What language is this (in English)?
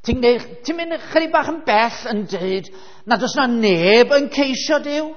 Welsh